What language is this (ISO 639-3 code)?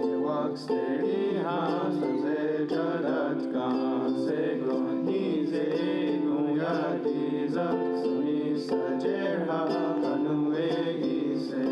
moh